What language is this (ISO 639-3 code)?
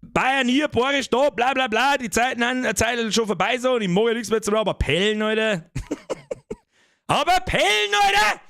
bar